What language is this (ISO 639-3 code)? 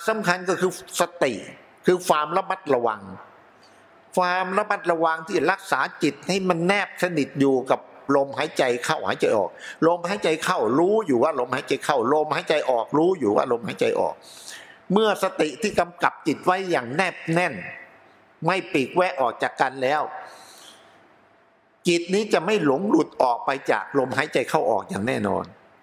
tha